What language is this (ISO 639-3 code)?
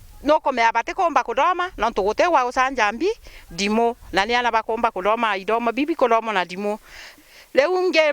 mer